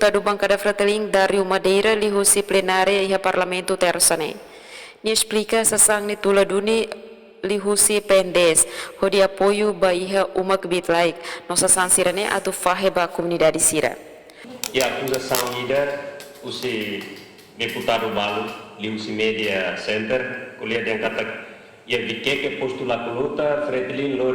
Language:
Tetum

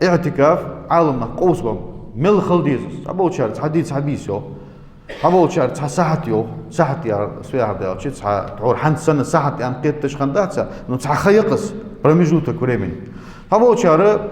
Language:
Ingush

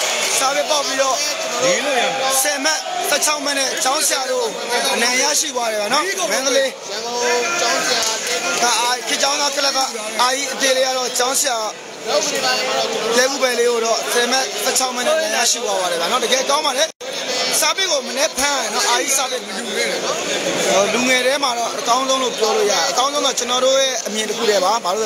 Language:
Burmese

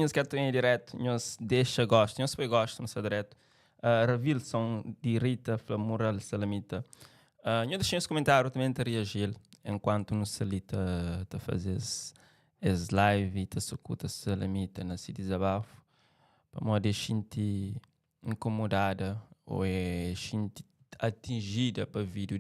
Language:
Kabuverdianu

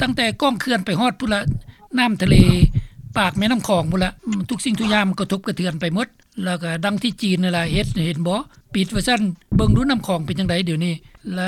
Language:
Lao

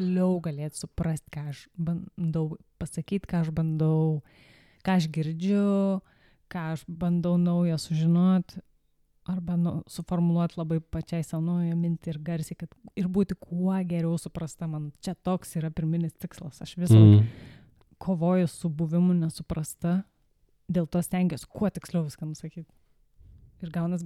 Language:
Lithuanian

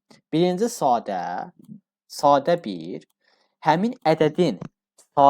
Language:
Azerbaijani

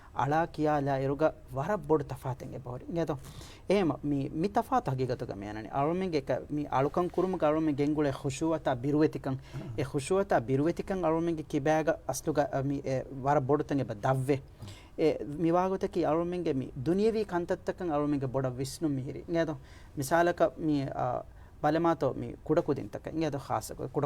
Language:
Divehi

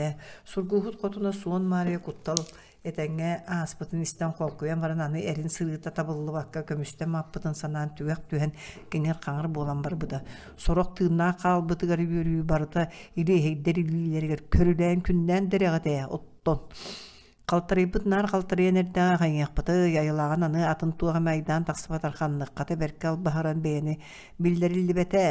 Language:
Yakut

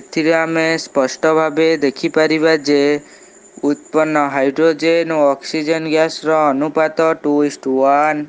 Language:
Odia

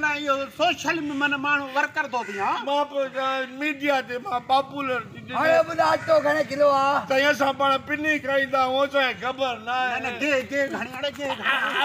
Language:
Sindhi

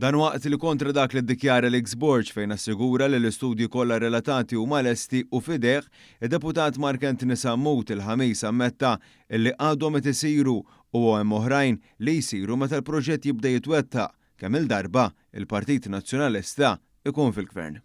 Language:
Maltese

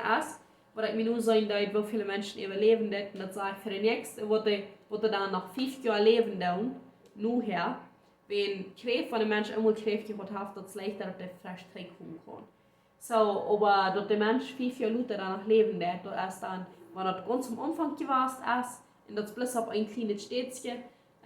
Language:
Plautdietsch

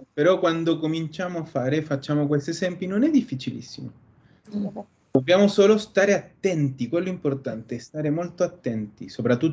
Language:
Italian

